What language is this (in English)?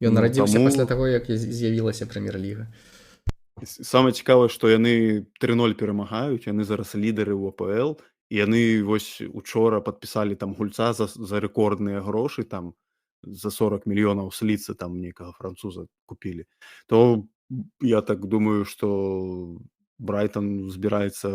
Belarusian